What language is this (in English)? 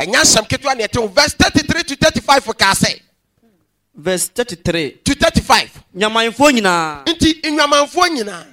Akan